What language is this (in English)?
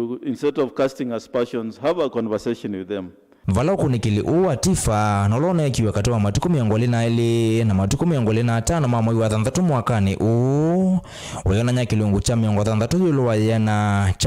Kamba